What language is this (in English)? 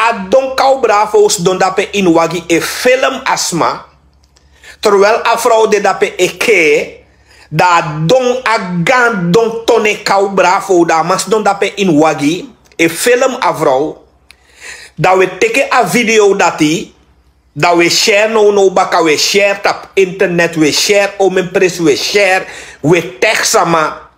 Sranan Tongo